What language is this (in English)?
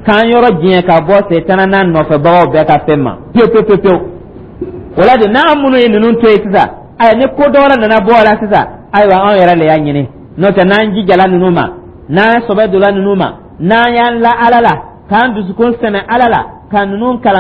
Dyula